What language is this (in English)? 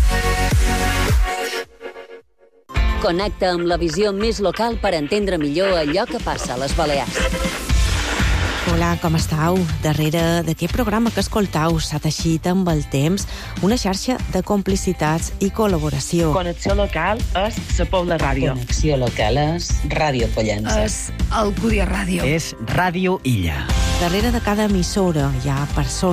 Catalan